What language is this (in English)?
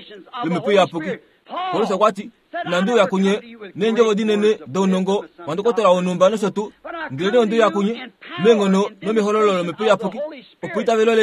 Kuanyama